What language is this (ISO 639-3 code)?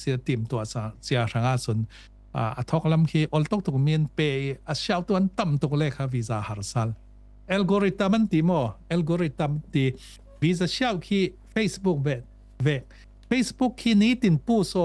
cfm